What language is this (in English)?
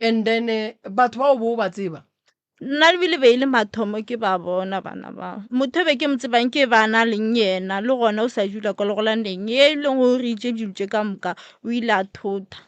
Northern Sotho